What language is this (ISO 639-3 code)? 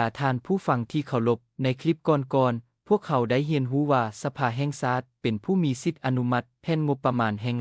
lao